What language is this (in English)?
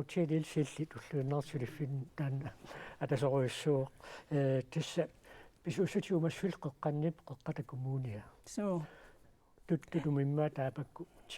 Kalaallisut